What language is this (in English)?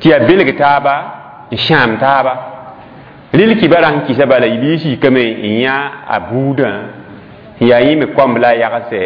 Mossi